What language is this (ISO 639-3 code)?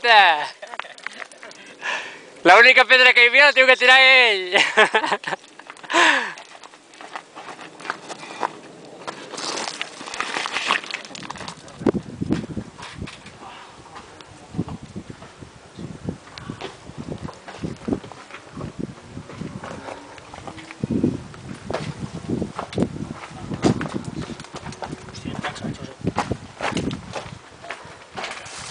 cat